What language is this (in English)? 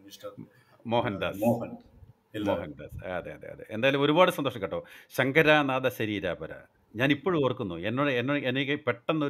Malayalam